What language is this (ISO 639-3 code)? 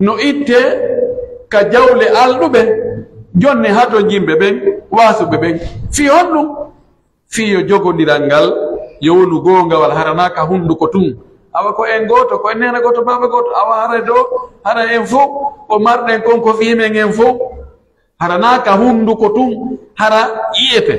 fuf